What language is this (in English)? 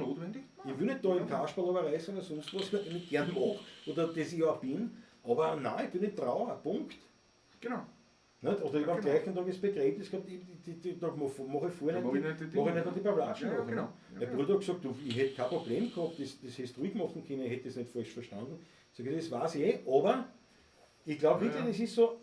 Bavarian